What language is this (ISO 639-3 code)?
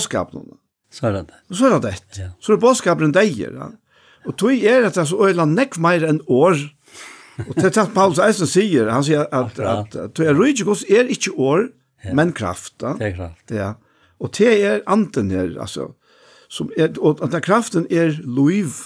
fao